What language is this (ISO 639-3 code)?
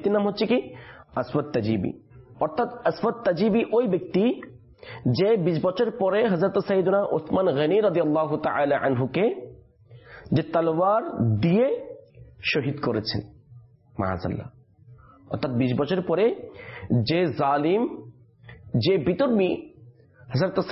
ben